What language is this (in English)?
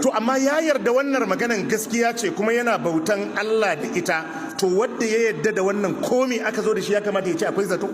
Hausa